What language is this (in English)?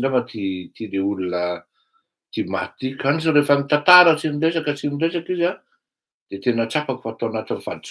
Malagasy